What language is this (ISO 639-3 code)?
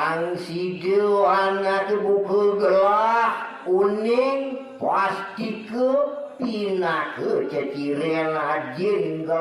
ban